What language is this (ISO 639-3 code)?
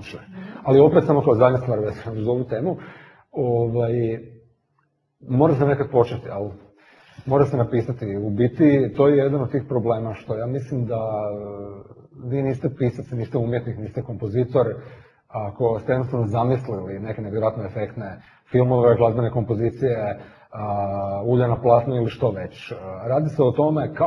hrv